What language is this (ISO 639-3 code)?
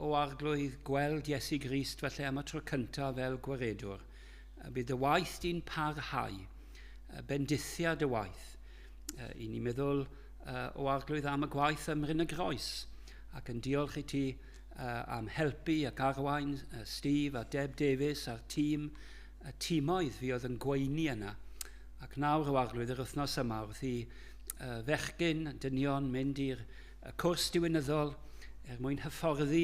cym